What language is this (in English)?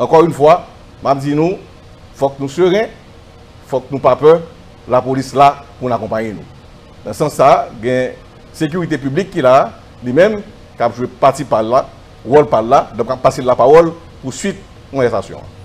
Haitian Creole